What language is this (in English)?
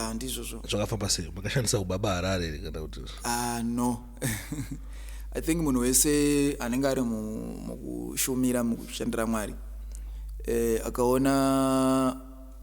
Shona